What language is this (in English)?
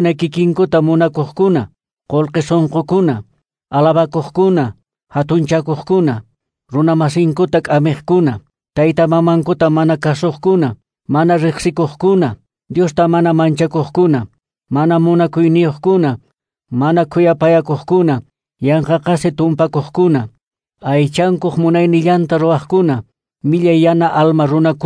Quechua